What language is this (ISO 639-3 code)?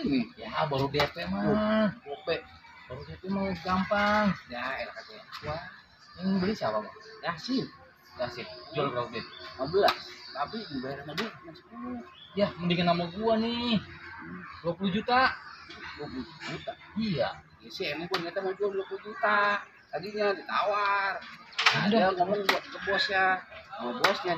bew